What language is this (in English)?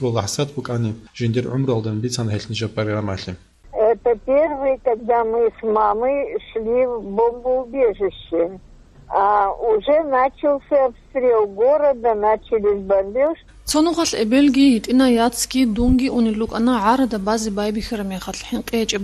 Avaric